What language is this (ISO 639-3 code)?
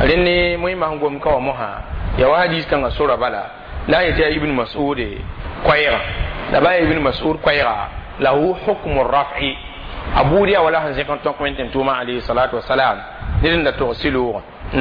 mos